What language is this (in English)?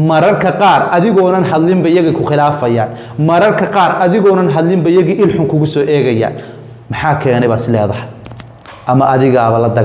Somali